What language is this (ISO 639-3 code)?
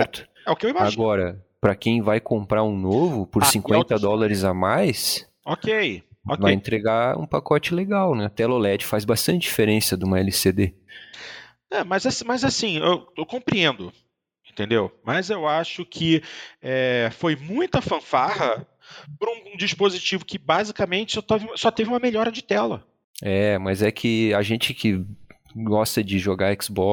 por